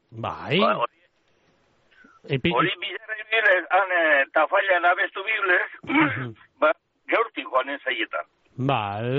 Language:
Basque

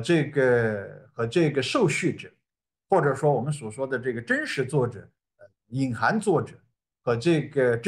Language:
Chinese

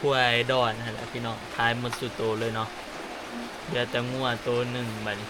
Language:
Northeastern Thai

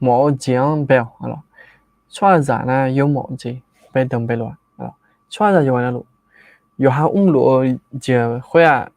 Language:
Akha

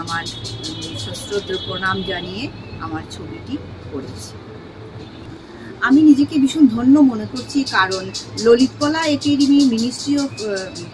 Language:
Bangla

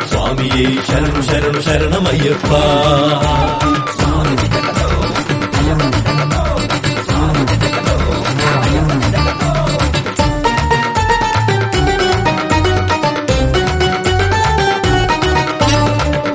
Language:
Kannada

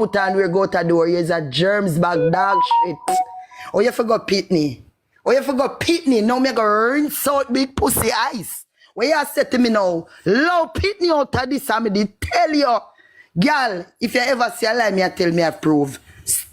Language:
Jamaican Creole English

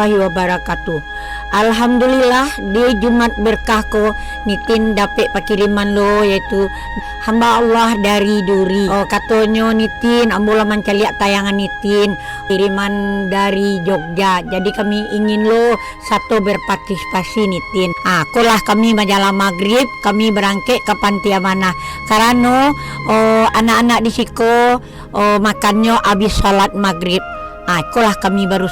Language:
Minangkabau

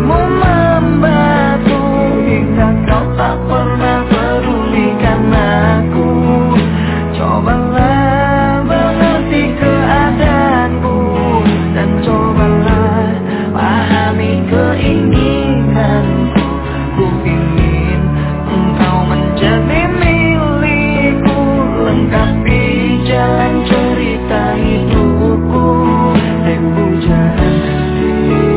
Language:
Indonesian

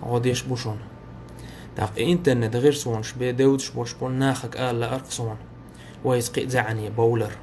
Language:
Chechen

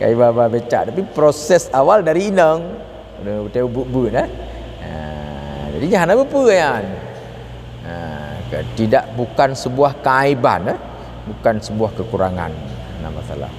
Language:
Achinese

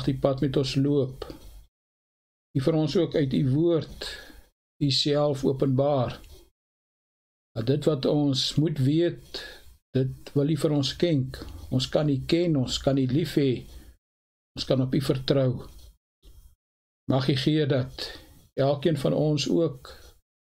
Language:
Afrikaans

